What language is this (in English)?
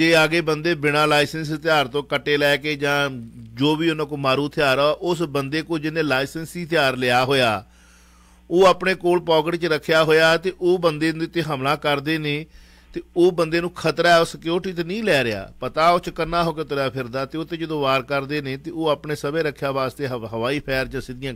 Punjabi